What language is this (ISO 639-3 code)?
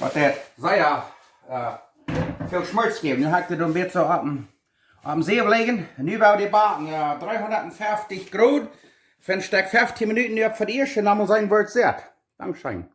pdt